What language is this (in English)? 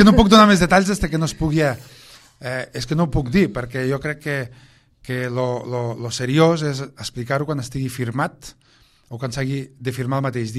Catalan